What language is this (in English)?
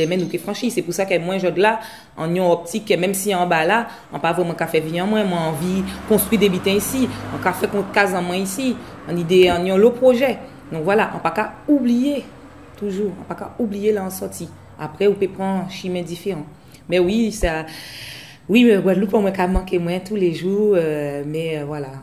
Guadeloupean Creole French